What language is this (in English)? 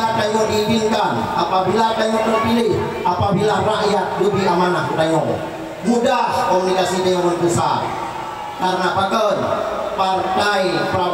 Achinese